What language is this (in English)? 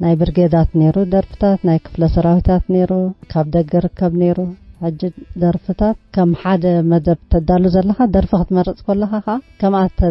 Tigrinya